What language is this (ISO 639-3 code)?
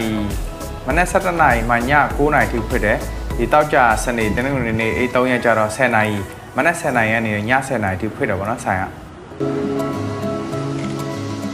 mya